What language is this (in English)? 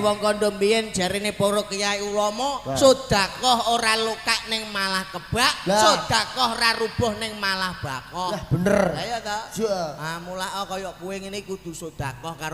Javanese